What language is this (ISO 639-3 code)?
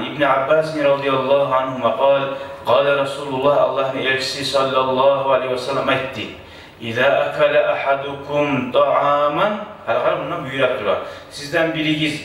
kum